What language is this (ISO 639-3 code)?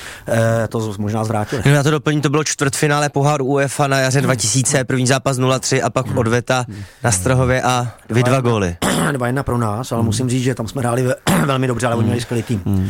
ces